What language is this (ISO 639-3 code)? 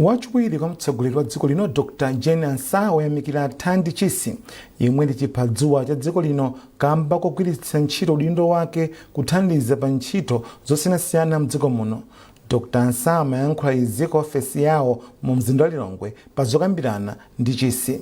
nya